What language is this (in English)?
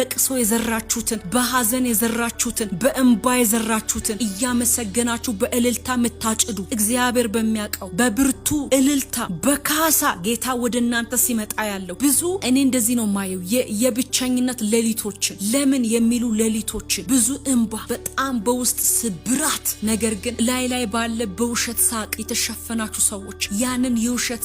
Amharic